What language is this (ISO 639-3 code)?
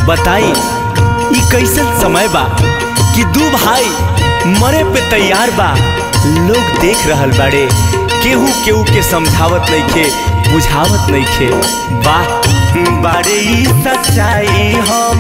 bho